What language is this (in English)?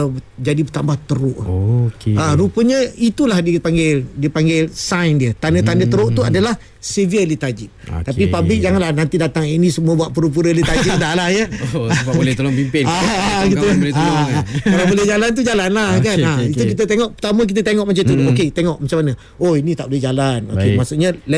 Malay